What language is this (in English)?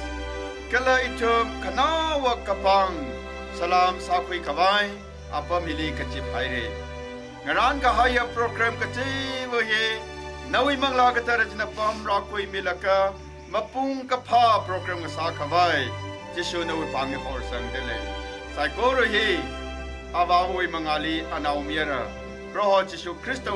Tangkhul Naga (India)